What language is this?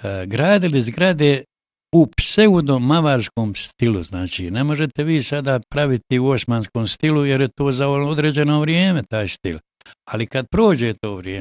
Bosnian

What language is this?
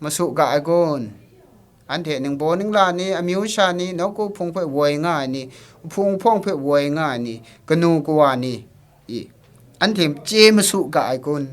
Kachin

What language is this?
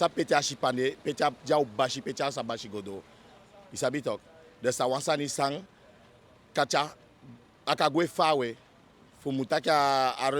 Eastern Maroon Creole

